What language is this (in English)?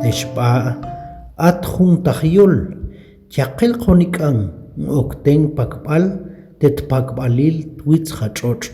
Tektiteko